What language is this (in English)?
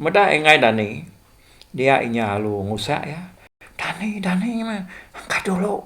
Iban